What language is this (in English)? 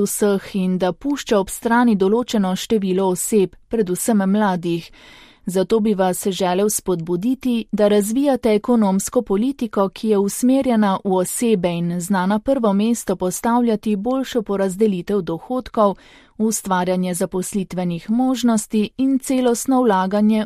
Slovenian